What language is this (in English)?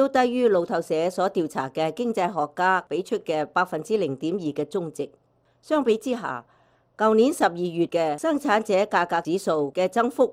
Cantonese